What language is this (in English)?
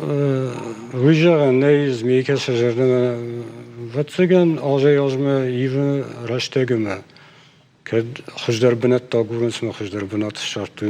Ossetic